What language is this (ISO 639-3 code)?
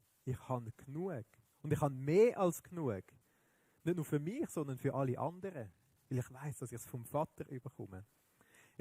gsw